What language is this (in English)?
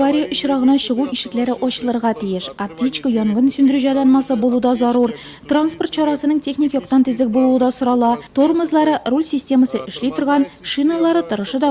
Tatar